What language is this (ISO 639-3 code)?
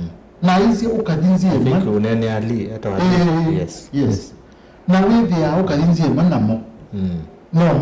kam